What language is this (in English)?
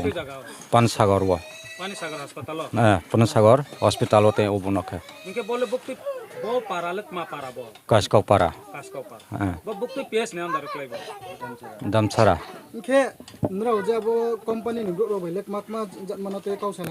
Riang (India)